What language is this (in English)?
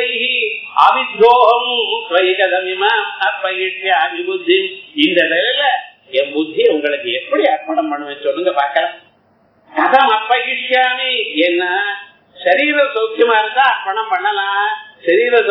Tamil